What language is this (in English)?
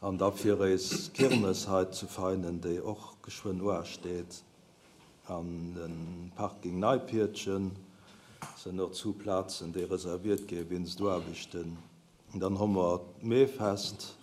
Luxembourgish